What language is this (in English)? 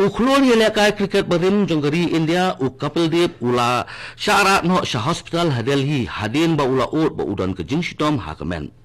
Khasi